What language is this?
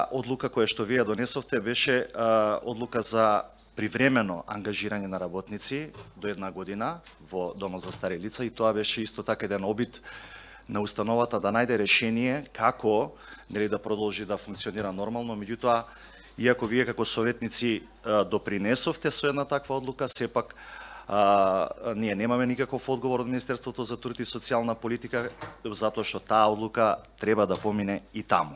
Macedonian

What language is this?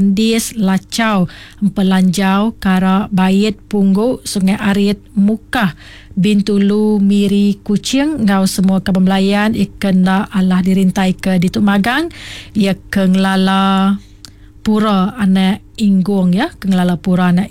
Iban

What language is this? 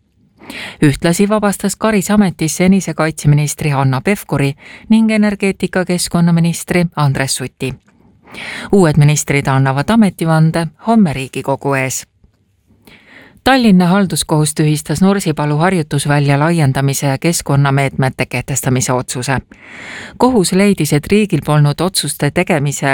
Estonian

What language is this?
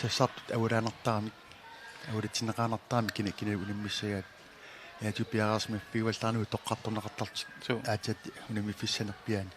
Kalaallisut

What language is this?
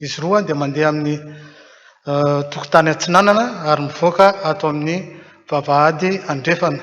Malagasy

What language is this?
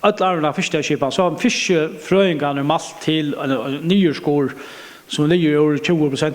Faroese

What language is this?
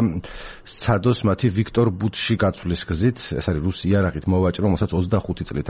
Georgian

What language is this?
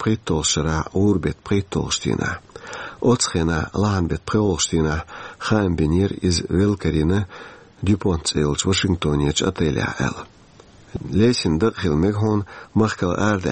Chechen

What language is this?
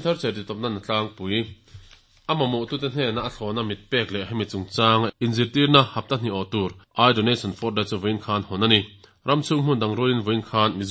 Mizo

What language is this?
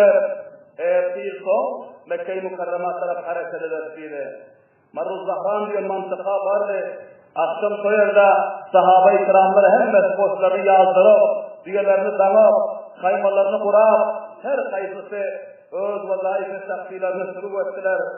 Turkmen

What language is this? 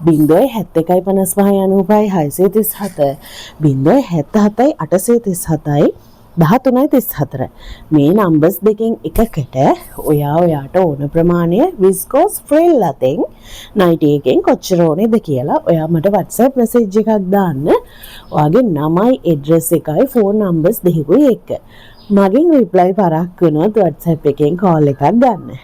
Sinhala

